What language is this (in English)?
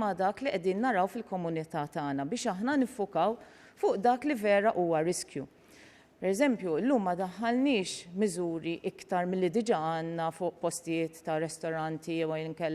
Maltese